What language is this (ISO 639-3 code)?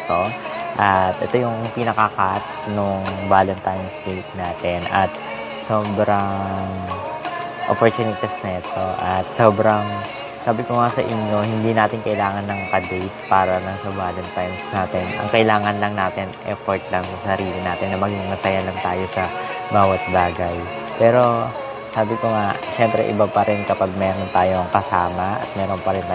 fil